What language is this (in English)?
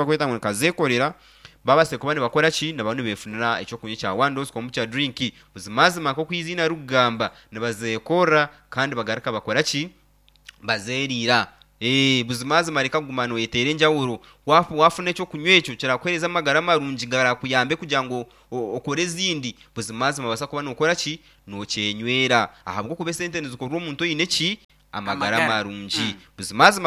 Nyankole